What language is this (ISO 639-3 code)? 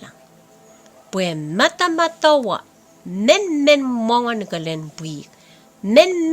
pon